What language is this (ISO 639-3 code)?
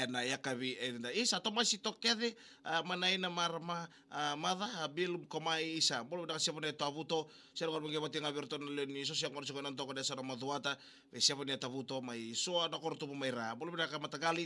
fij